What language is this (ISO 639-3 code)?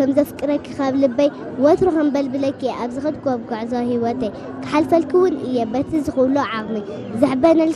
tir